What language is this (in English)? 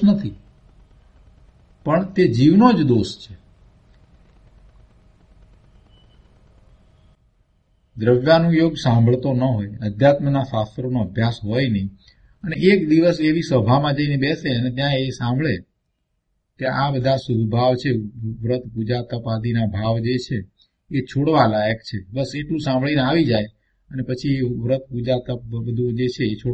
Gujarati